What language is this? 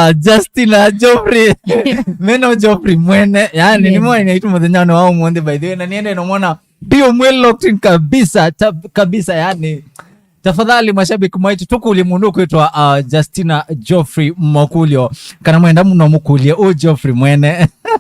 Kamba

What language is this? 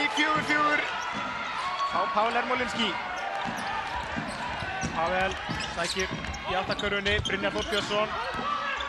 Icelandic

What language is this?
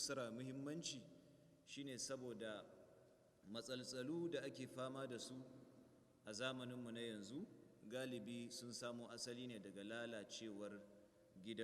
Hausa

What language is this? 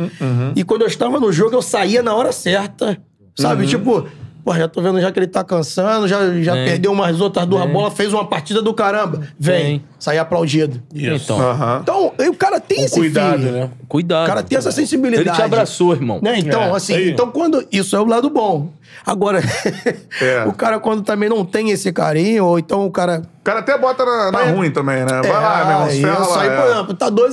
Portuguese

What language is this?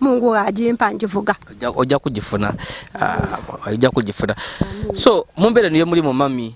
Ganda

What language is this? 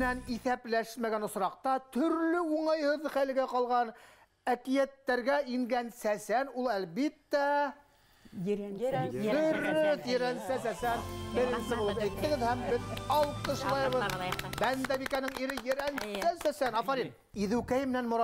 Bashkir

